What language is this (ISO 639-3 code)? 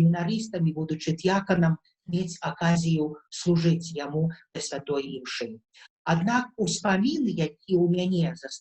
bel